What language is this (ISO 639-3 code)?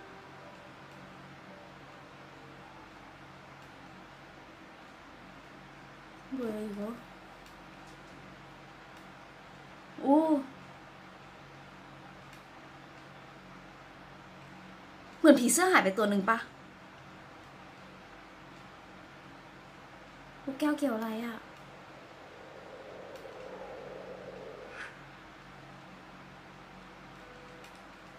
tha